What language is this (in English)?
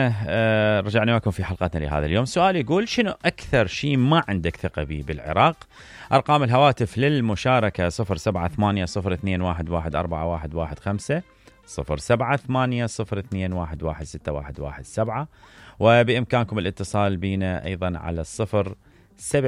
Mesopotamian Arabic